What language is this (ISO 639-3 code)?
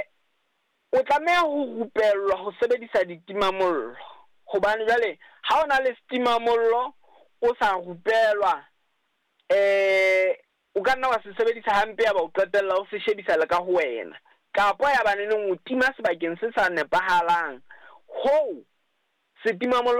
sot